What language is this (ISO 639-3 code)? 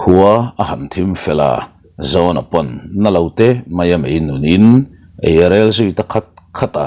lus